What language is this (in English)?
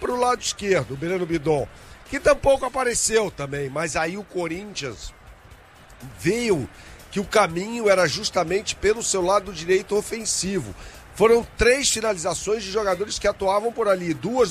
Portuguese